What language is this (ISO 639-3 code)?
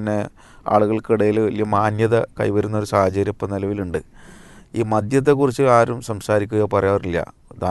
mal